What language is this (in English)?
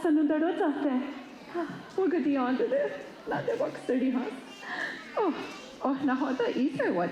Mohawk